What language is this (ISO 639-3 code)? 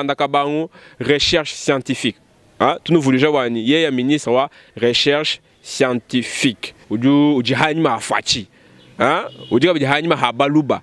lua